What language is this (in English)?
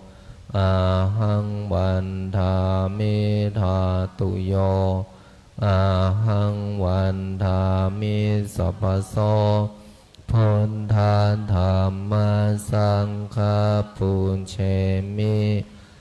Pali